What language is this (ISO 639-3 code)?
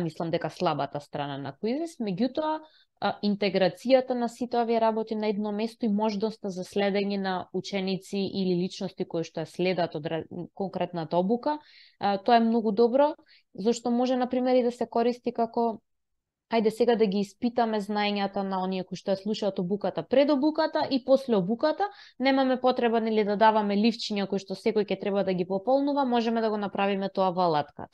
mkd